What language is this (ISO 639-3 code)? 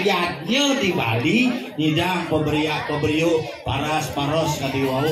ban